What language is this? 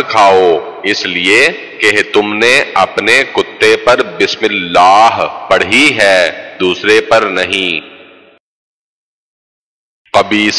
Urdu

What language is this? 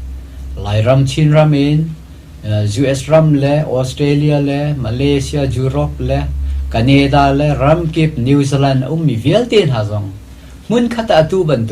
Hakha Chin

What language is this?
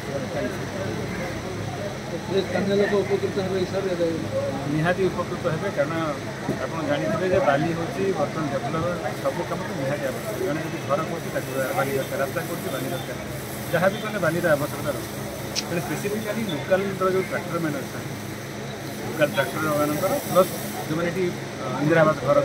Odia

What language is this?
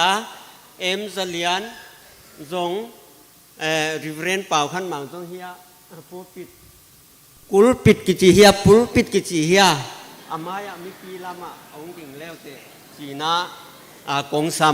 Paite Chin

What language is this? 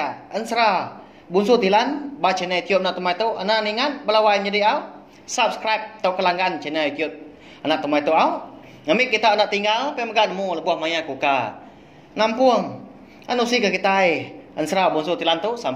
Iban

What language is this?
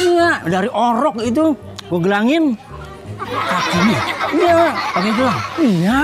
Betawi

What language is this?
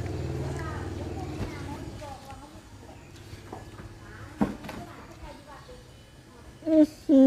Lao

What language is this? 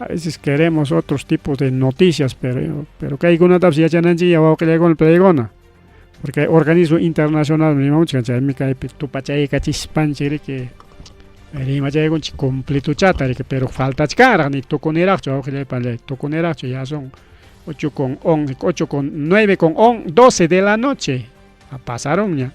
Ayacucho Quechua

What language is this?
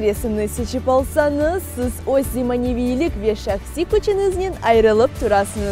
Crimean Tatar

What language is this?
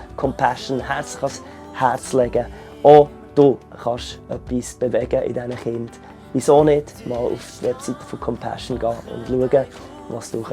Swiss German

